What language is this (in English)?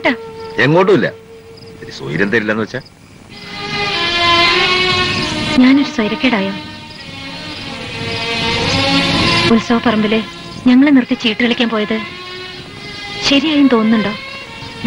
Malayalam